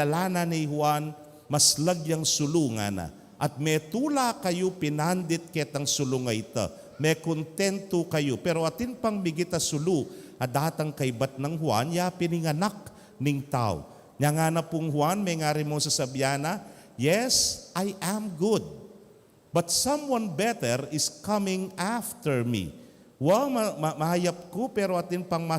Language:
Pampanga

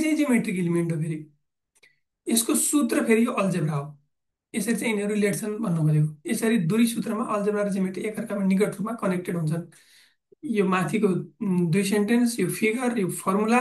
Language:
Nepali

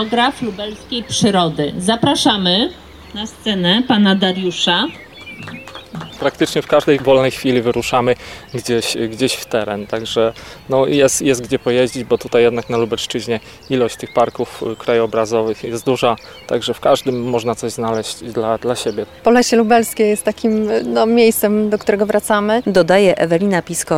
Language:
Polish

